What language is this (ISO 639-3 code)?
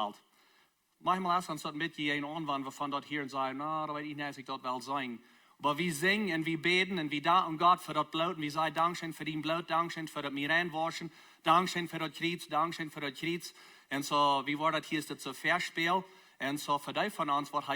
pdt